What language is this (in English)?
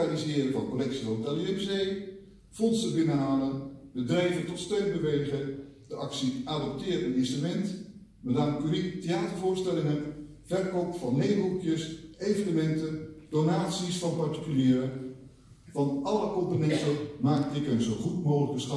Dutch